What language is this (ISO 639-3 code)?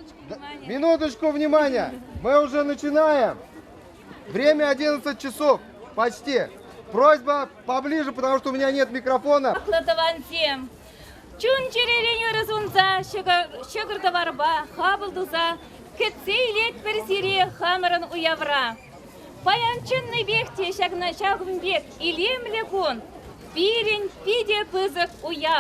chv